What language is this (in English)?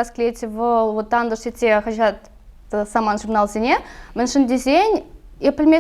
Chuvash